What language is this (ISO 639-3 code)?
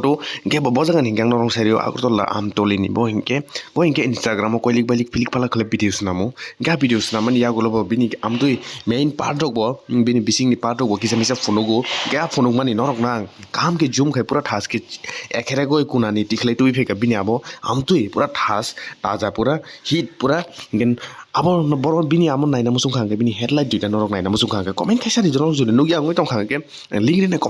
trp